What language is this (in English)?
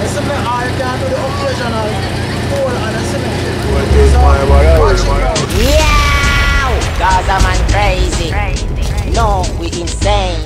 Jamaican Creole English